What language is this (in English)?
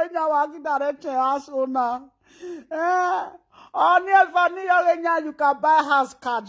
Nigerian Pidgin